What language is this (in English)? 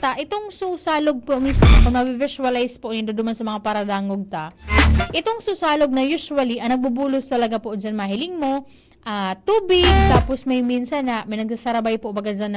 Bikol